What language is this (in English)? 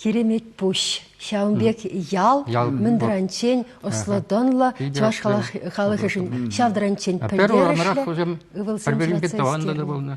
Chuvash